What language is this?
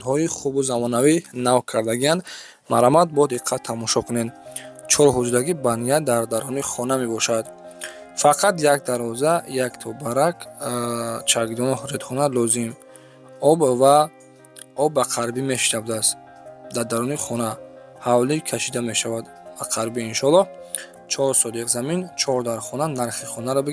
Tajik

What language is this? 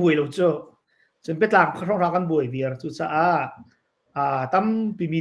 Hakha Chin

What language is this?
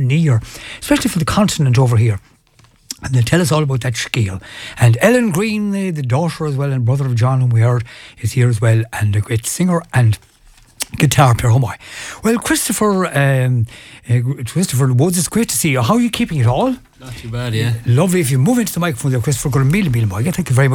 English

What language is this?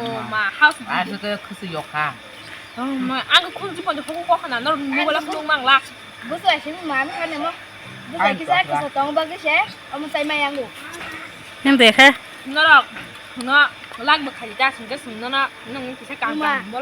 Kok Borok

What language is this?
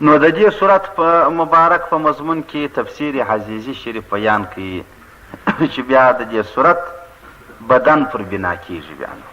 Pashto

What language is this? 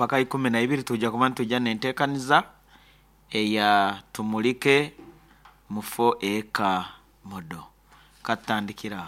Nyankole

